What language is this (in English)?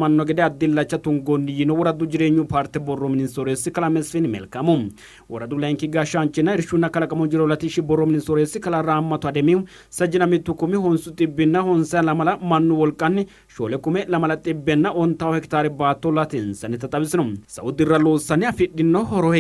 Sidamo